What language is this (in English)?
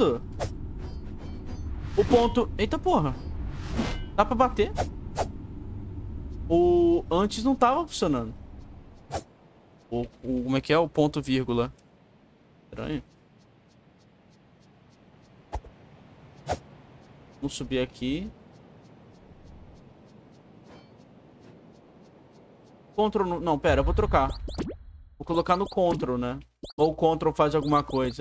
Portuguese